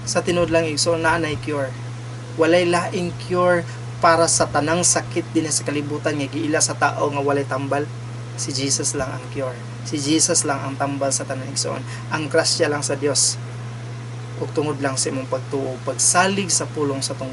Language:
Cebuano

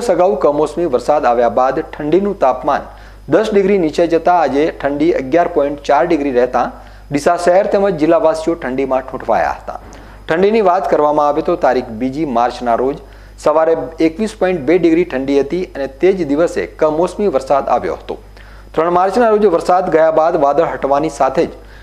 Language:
Gujarati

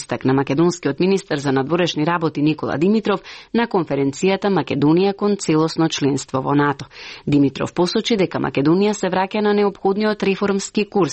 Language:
Macedonian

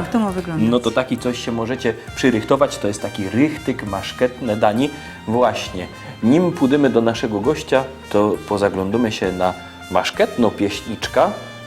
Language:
Silesian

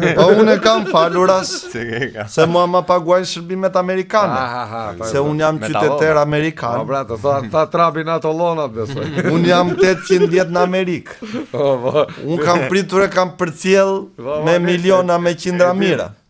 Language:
Albanian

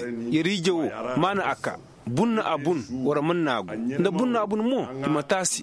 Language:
Koyraboro Senni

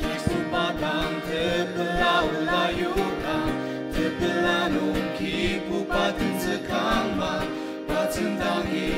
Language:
Ao Naga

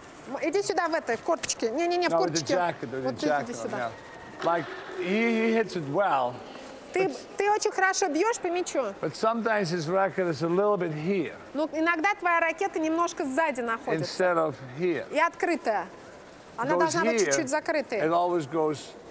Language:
Russian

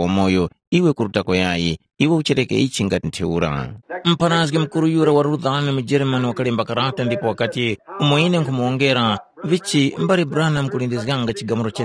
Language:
Tumbuka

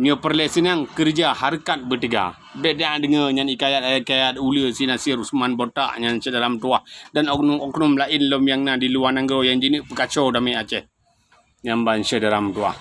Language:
Achinese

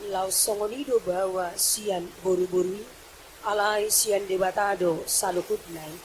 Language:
Batak Toba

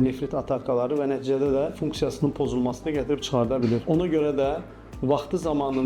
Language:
Azerbaijani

